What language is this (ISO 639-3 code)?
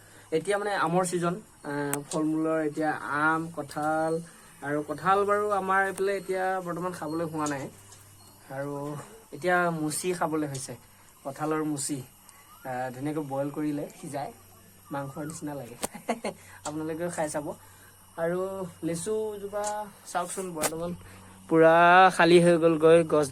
asm